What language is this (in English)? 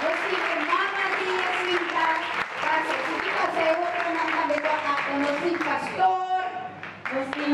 Papiamento